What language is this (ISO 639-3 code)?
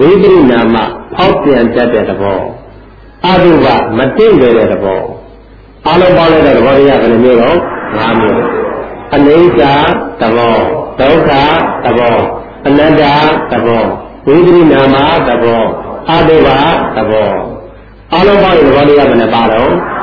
mya